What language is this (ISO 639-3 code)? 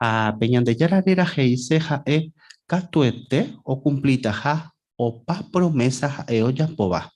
grn